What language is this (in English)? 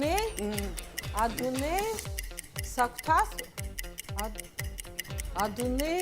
Abkhazian